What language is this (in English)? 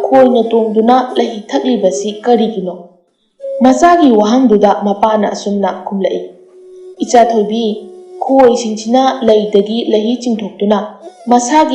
Manipuri